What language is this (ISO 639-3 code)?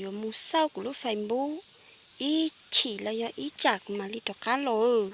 hmn